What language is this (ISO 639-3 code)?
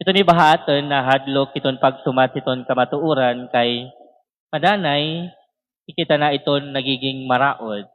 war